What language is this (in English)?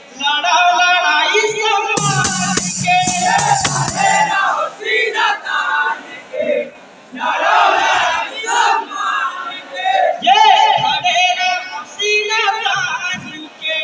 Chhattisgarhi